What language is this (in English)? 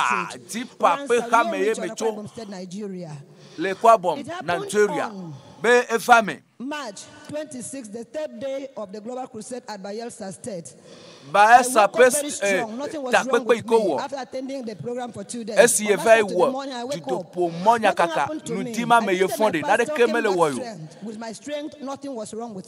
Ewe